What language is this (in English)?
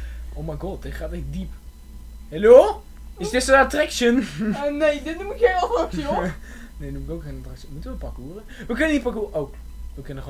Dutch